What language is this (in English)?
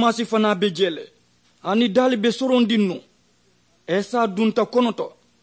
Mandingo